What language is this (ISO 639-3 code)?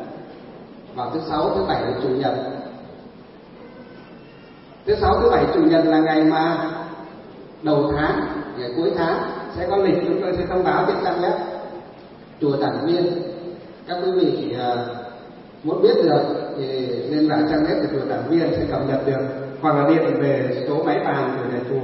vie